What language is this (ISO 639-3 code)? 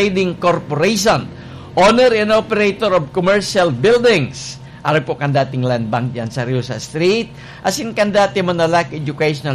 bik